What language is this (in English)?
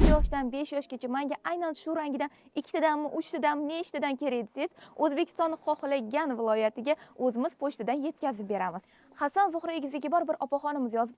Uzbek